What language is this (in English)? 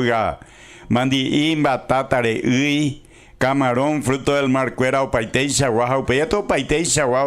Guarani